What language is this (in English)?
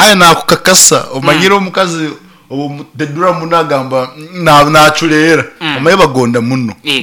Nyankole